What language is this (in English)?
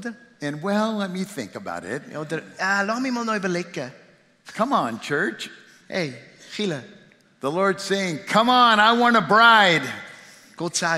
Swiss German